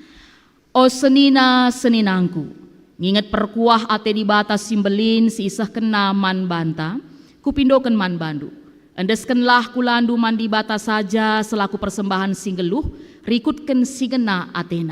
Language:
Batak Karo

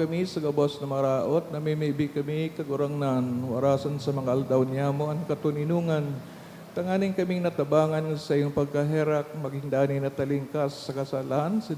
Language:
Bikol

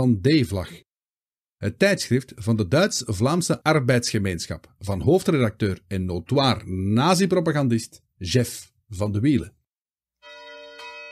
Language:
Dutch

